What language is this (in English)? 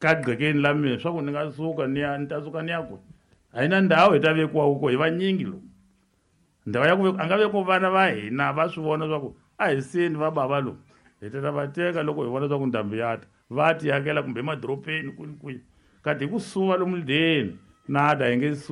Tsonga